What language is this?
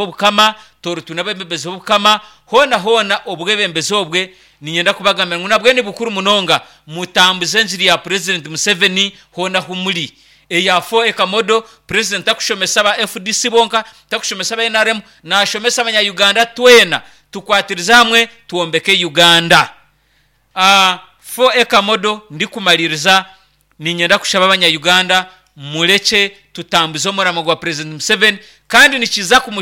Nyankole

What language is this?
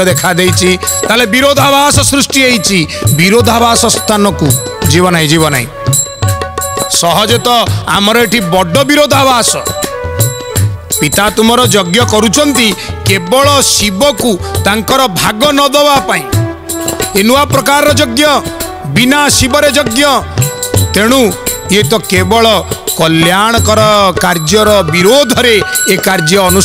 Odia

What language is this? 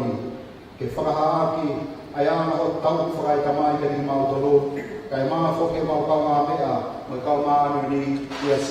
Tongan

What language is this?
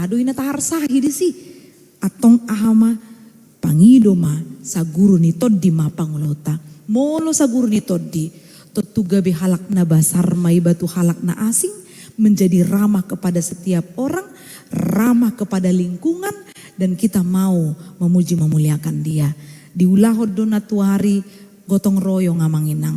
Batak Toba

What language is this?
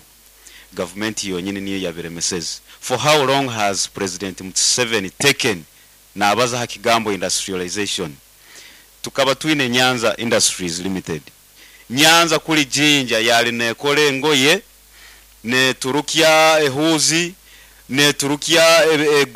Nyankole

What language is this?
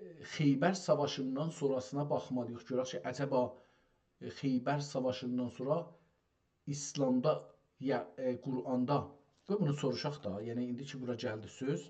South Azerbaijani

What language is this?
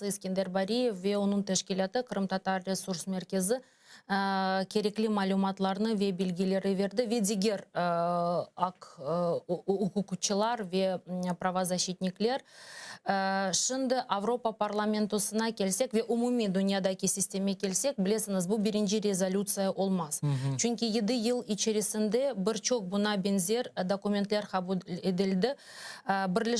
Crimean Tatar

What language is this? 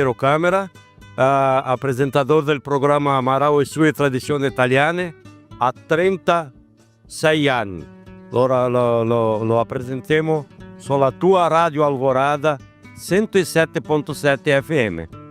Venetian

